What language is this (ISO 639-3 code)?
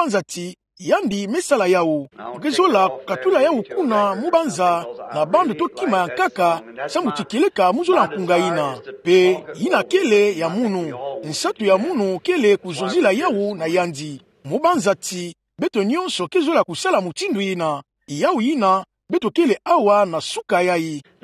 ktu